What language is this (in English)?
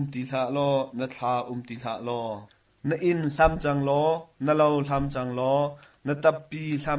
Hakha Chin